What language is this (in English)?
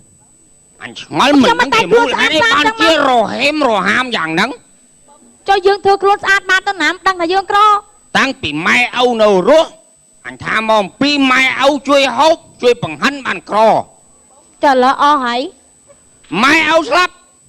Khmer